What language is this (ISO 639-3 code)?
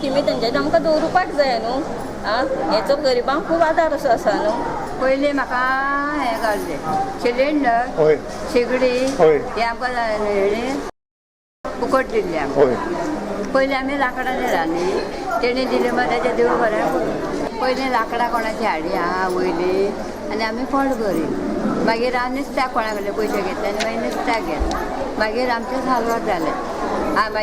kok